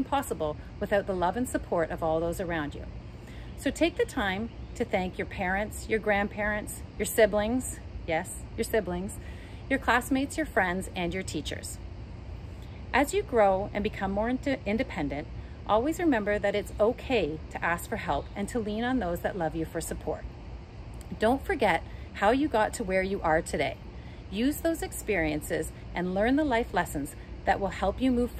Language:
English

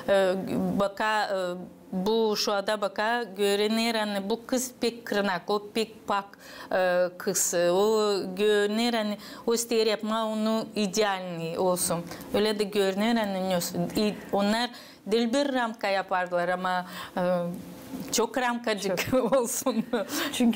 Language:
Gagauz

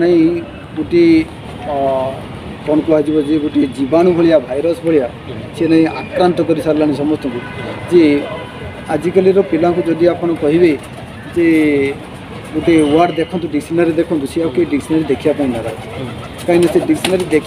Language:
Odia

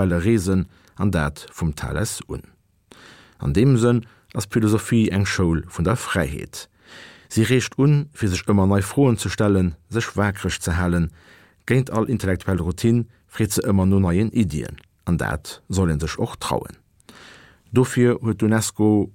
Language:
Luxembourgish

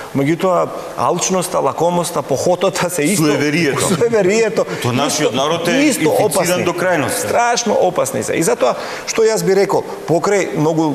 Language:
Macedonian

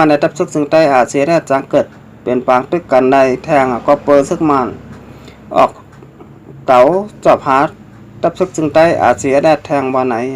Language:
Shan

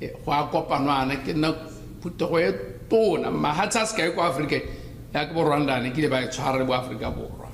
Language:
Tswana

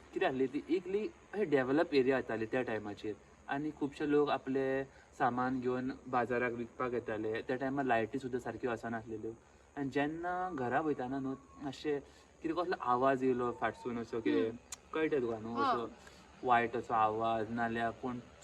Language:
Konkani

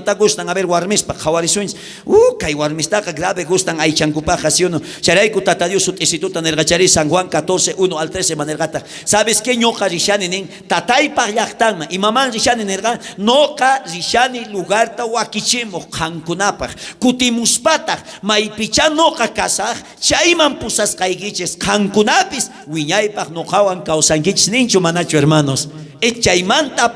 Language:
South Bolivian Quechua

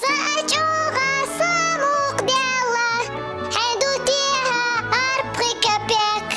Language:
Chechen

